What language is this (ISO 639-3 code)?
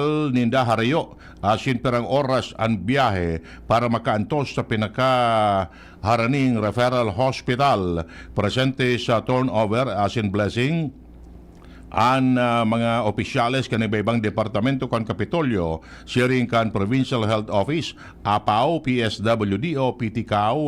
bik